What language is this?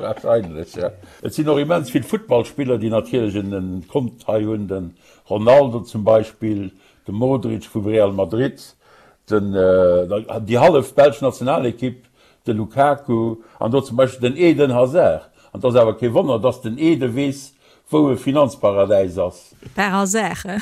Luxembourgish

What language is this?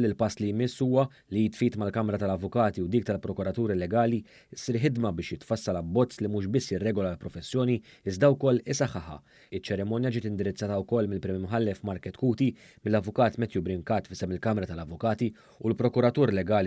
Maltese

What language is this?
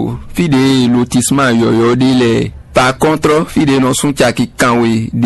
Fon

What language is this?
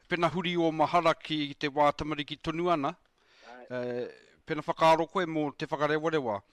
Māori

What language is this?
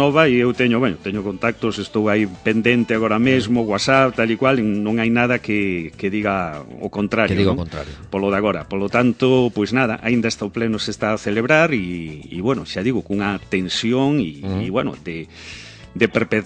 Galician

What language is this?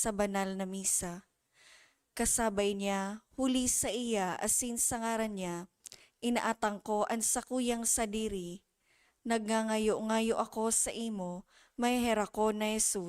Bikol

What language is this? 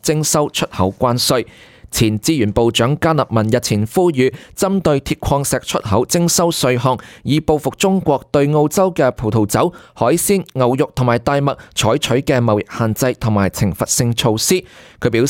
Cantonese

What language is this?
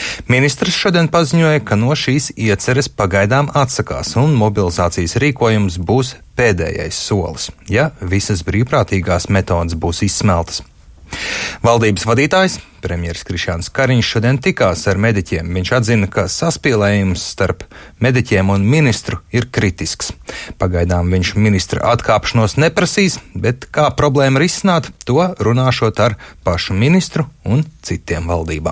Latvian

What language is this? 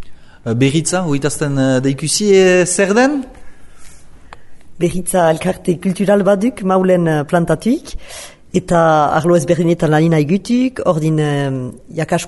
Basque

